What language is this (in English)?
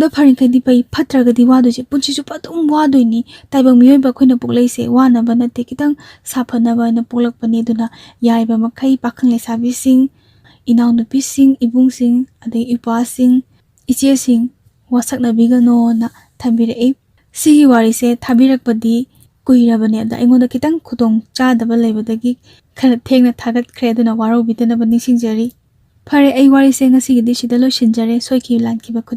Manipuri